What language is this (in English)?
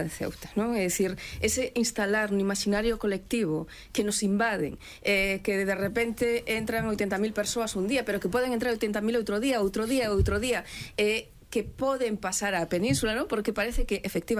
Galician